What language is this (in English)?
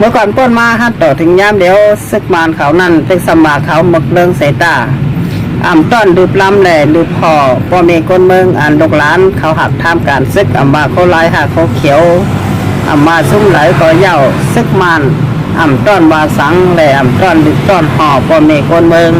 Shan